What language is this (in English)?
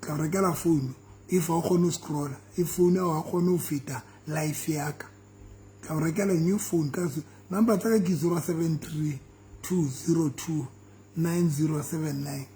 Southern Sotho